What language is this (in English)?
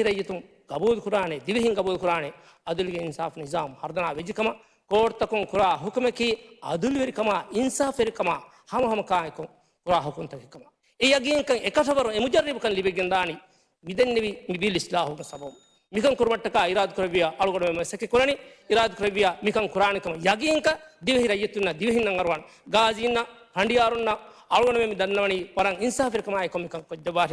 Divehi